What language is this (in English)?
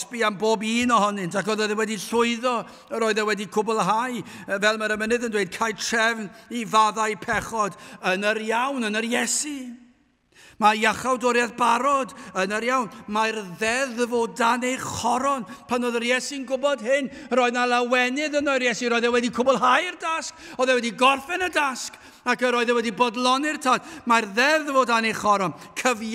Welsh